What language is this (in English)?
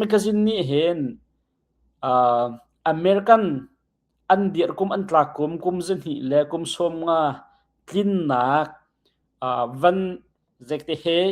Hakha Chin